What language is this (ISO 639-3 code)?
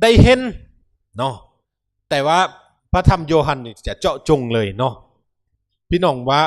lao